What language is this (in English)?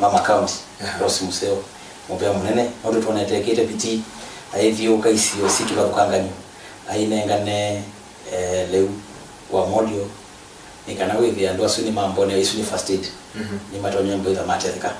Kamba